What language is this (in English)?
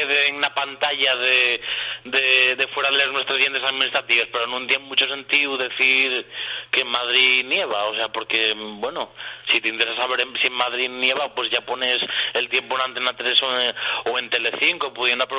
Asturian